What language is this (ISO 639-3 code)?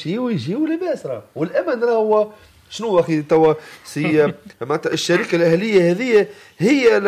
aeb